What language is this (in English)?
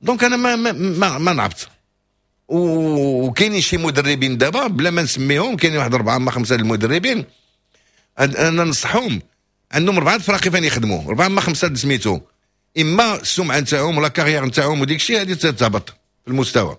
Moroccan Arabic